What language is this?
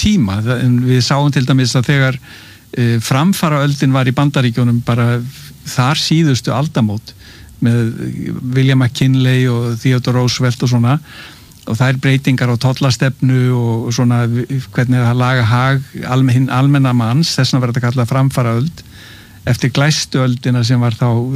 Icelandic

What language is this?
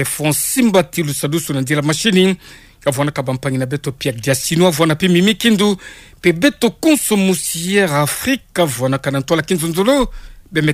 Kituba (Democratic Republic of Congo)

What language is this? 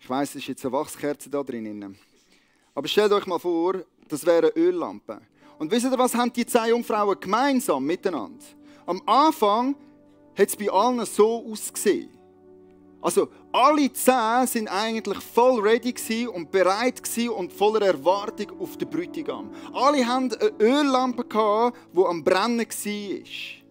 Swiss German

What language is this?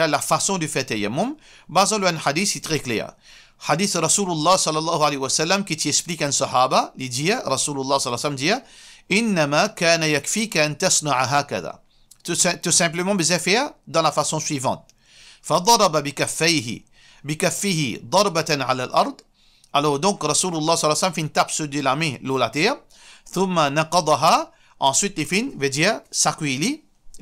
Morisyen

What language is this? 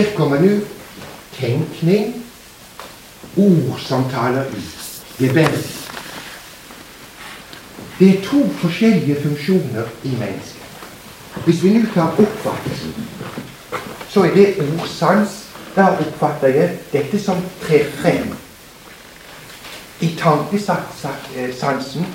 Norwegian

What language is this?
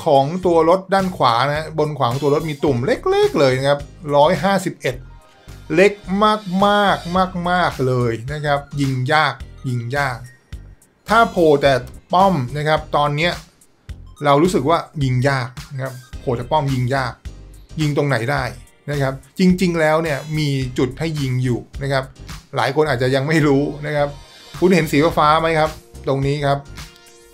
Thai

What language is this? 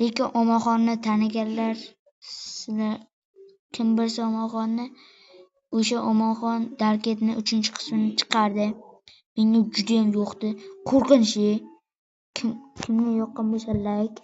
Uzbek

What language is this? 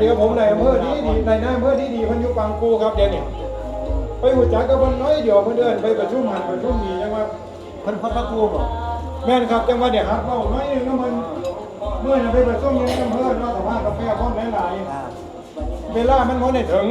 Northeastern Thai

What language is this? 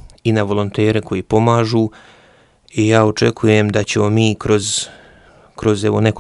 Croatian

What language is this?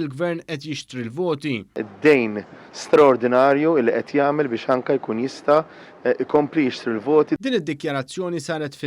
Maltese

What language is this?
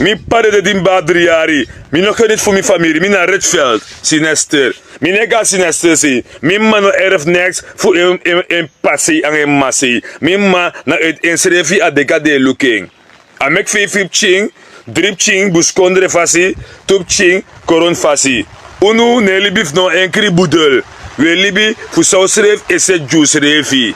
Sranan Tongo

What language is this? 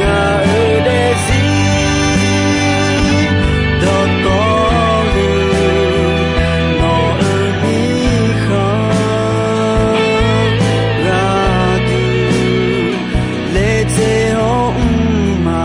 Akha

